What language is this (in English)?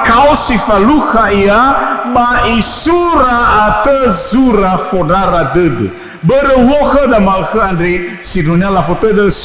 Nias